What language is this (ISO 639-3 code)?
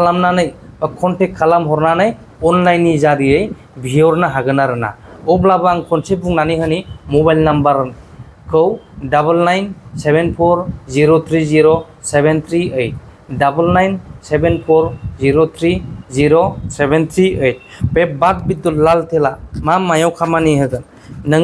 brx